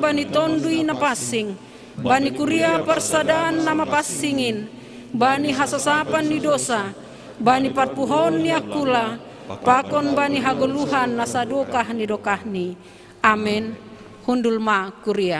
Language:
Batak Simalungun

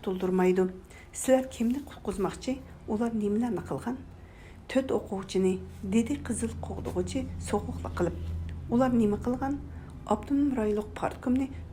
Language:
Uyghur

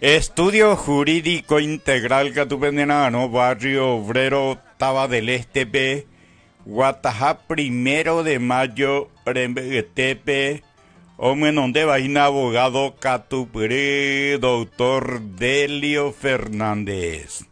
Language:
Guarani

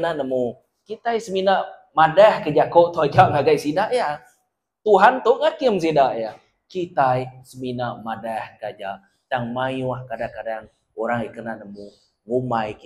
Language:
Iban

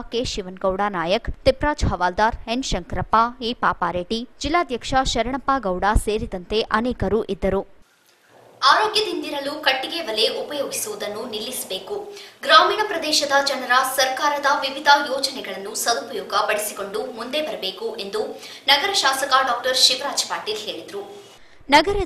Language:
Kannada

